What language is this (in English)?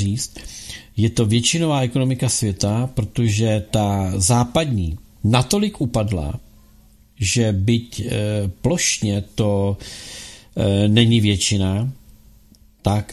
Czech